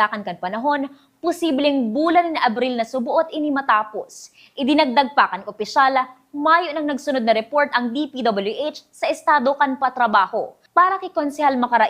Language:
Bikol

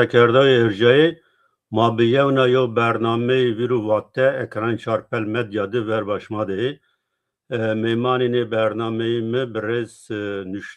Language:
Zaza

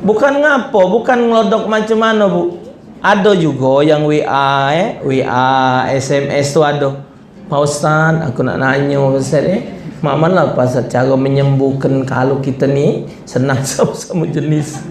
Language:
Musi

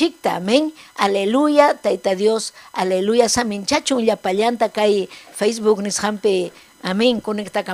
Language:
Ayacucho Quechua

